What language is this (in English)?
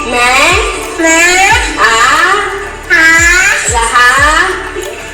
Chhattisgarhi